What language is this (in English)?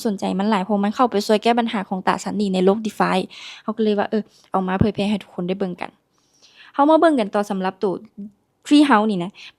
Lao